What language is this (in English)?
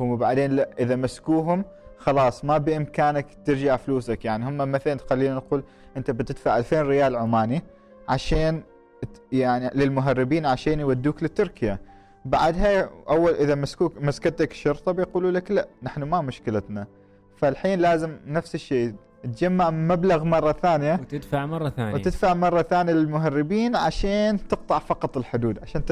Gulf Arabic